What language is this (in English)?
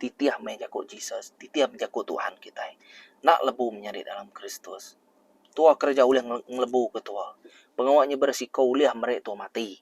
Iban